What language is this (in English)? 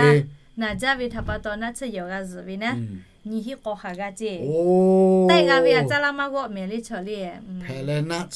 Lahu